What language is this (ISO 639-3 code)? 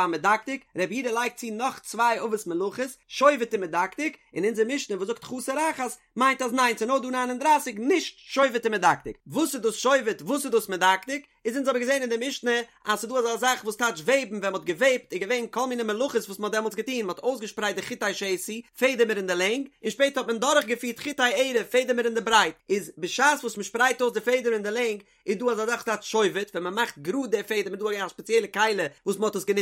yid